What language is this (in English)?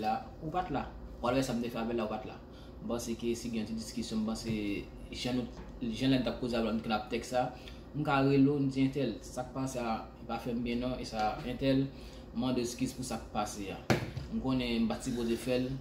Haitian Creole